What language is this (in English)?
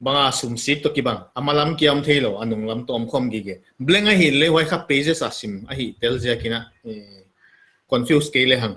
Paite Chin